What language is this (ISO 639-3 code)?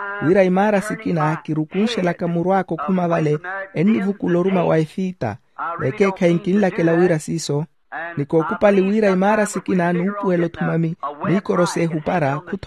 vmw